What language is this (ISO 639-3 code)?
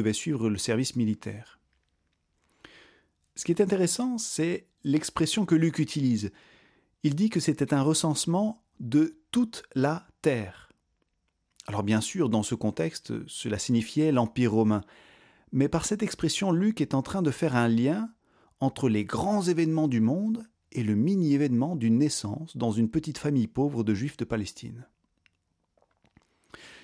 fra